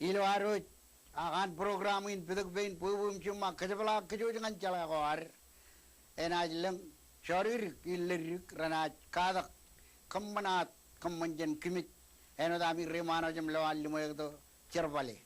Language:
Marshallese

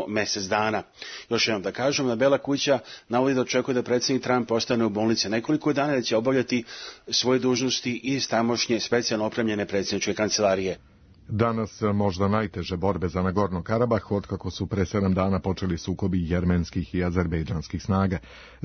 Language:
Serbian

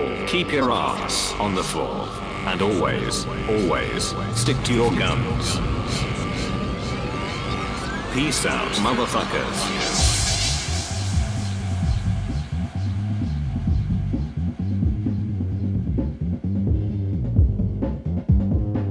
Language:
English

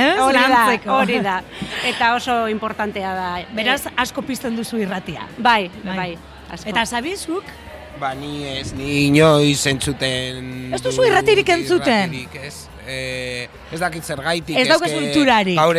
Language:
Basque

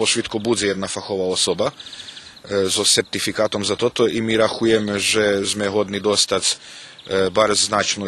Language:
Rusyn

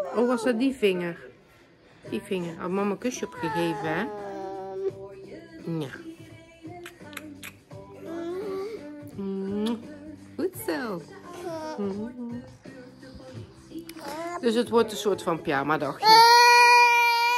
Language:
Dutch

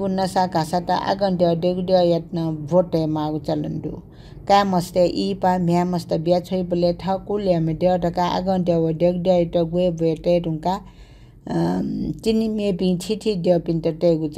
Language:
Newari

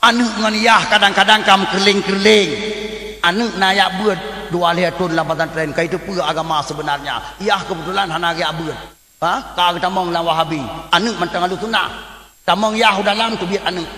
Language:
Achinese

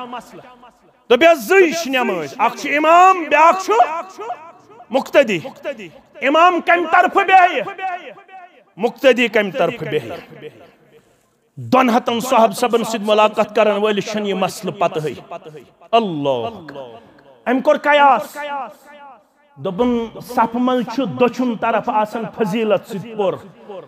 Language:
Kashmiri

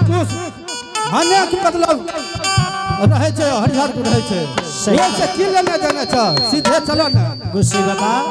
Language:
Maithili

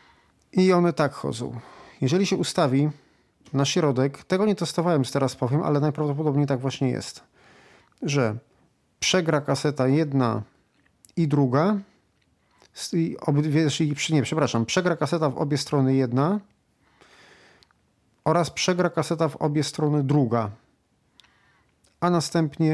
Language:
Polish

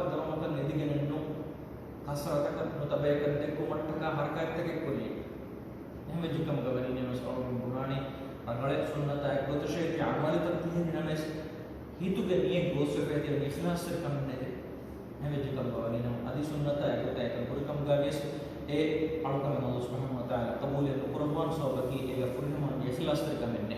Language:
Divehi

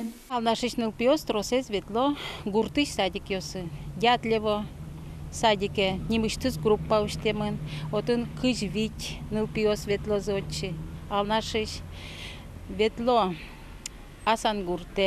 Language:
Udmurt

